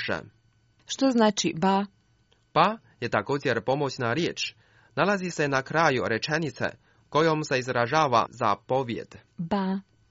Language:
Croatian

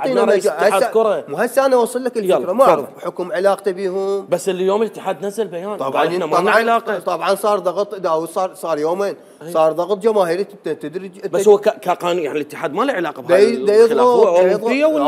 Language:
Mesopotamian Arabic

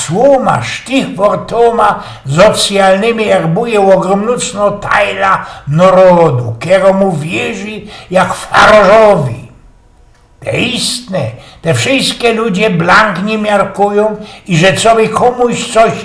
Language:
Silesian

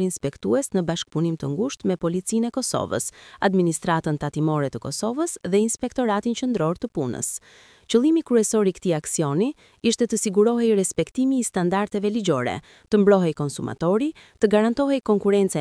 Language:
Albanian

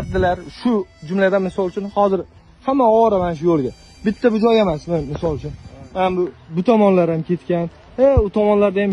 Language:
Uzbek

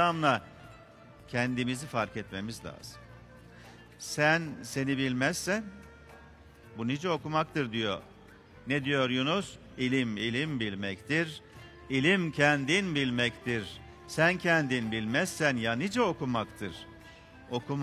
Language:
Turkish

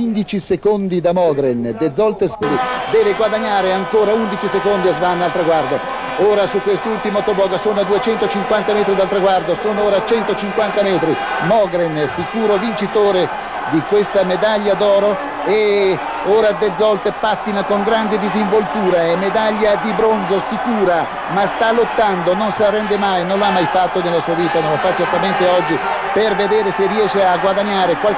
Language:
Italian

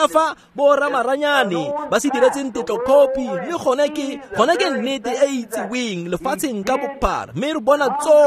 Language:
Tswana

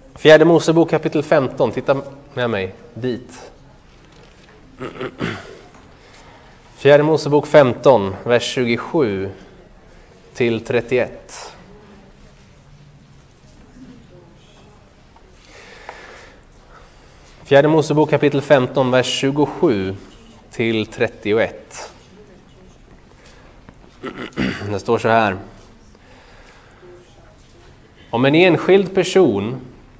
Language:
Swedish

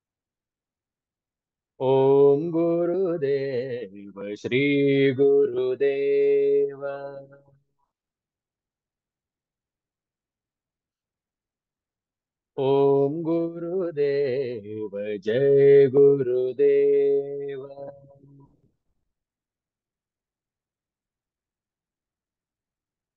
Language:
Kannada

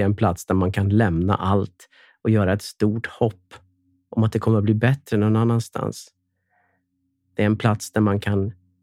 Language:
Swedish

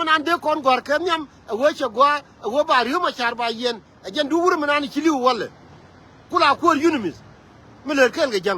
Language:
Nuer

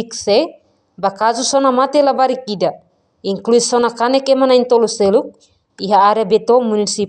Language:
Tetum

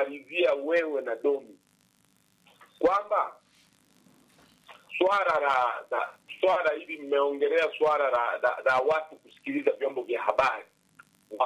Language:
Swahili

